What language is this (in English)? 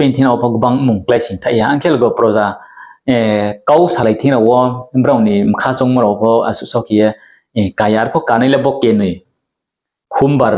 Riang (India)